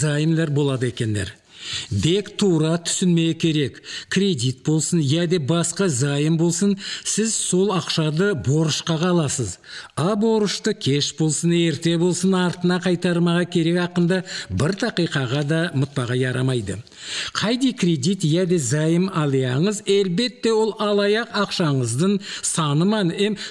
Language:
Nogai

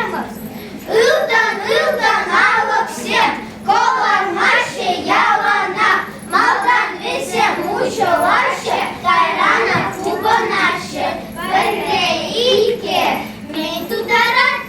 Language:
Chuvash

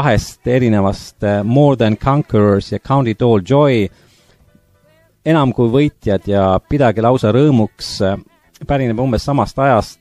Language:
Estonian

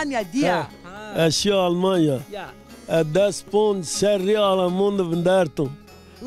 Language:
Zaza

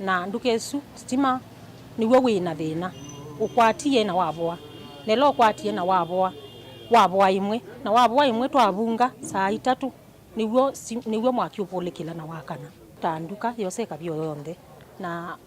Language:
Kamba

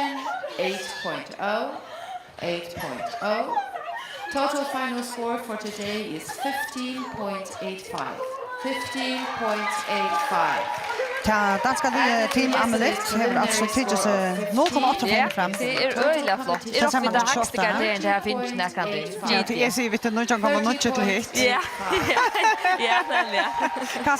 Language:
Faroese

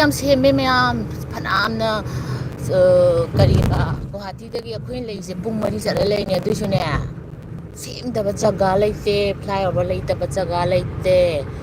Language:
Manipuri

